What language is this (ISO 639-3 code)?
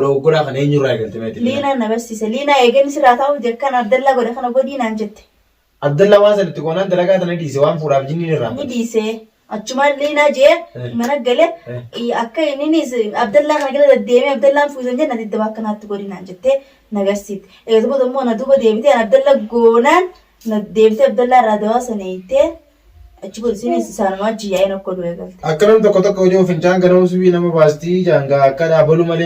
orm